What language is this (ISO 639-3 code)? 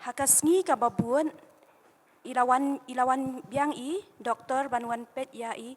kha